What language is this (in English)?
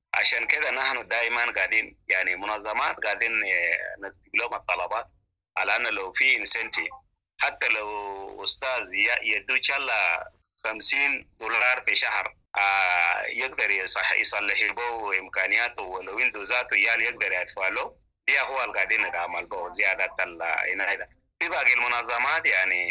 Sudanese Arabic